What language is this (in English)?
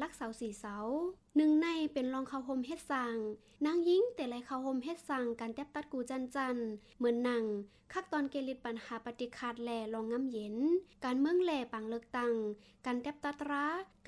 Shan